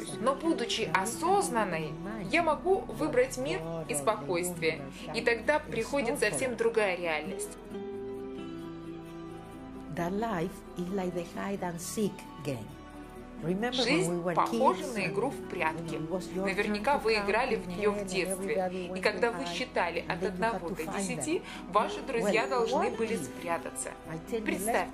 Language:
Russian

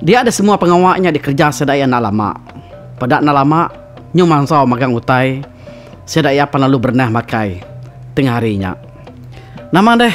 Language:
Iban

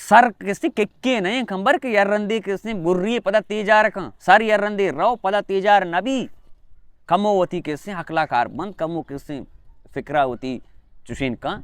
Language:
Baluchi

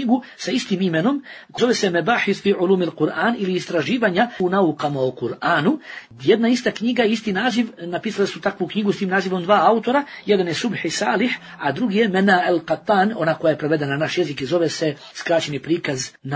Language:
Bosnian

